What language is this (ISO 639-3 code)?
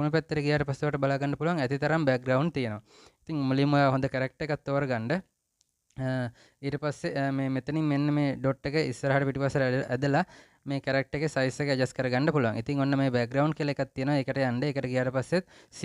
sin